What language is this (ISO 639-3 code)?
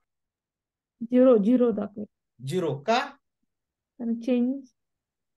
mar